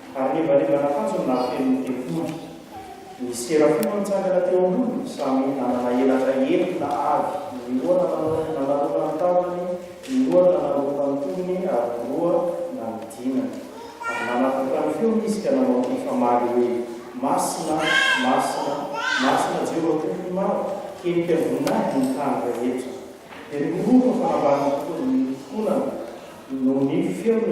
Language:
Malagasy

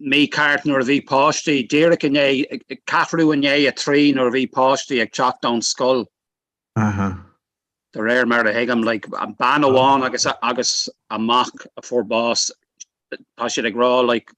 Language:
Irish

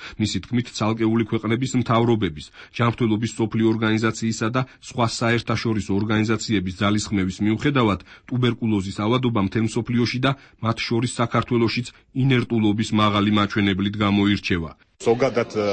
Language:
Georgian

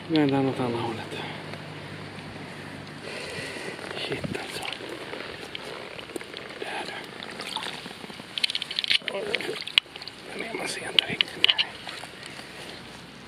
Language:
Swedish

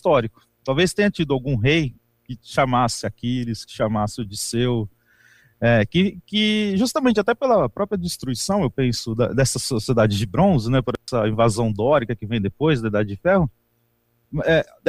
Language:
Portuguese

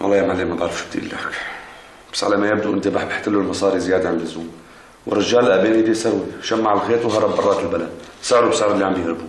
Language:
North Levantine Arabic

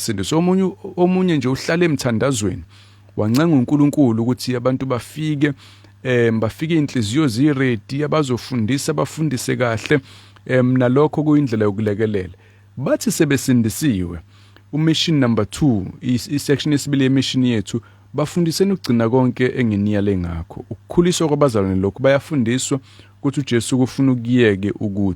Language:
Zulu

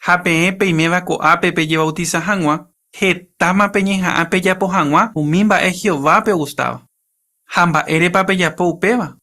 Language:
Guarani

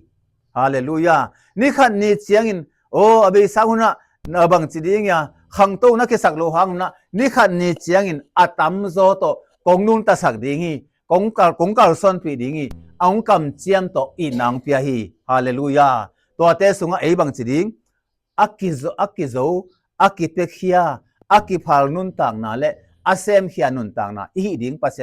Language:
Tedim Chin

